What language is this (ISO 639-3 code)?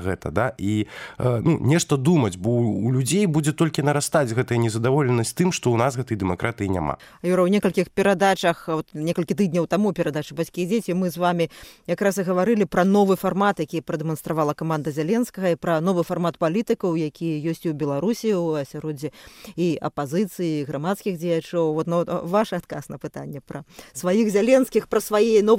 bel